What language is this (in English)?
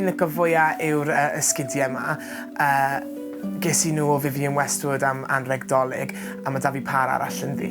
Welsh